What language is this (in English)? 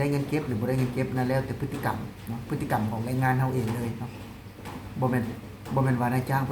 Lao